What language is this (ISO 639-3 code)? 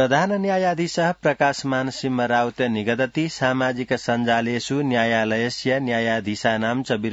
san